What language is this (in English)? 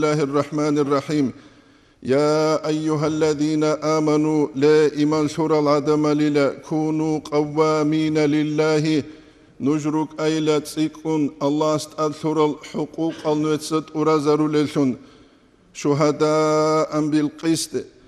Avaric